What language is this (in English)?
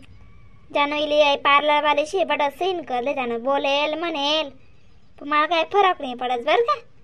Khandesi